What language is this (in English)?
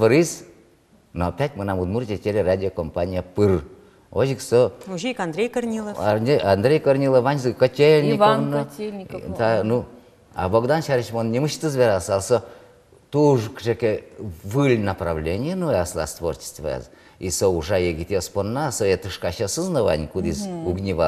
Udmurt